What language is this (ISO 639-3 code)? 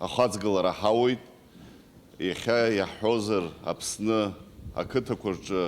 abk